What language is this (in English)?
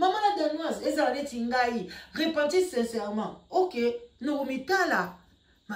Lingala